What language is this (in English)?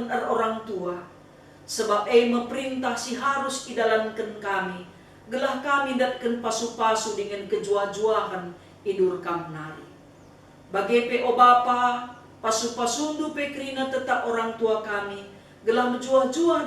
Batak Karo